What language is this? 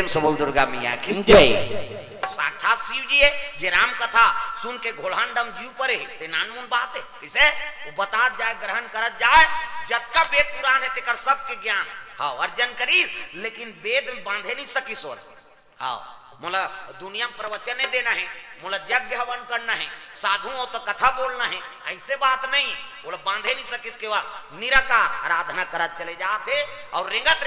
Chhattisgarhi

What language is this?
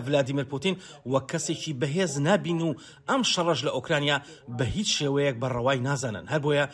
Central Kurdish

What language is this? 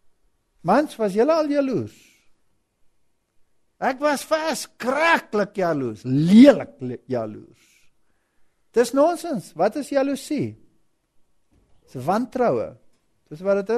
Afrikaans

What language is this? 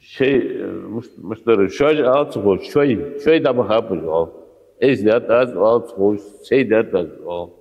Ingush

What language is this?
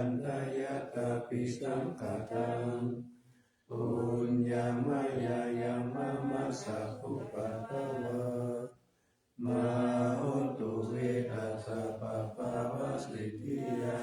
Pali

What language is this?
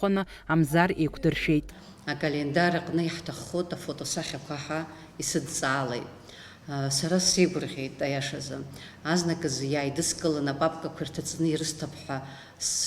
Abkhazian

